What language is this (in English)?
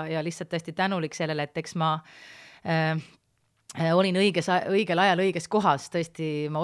Estonian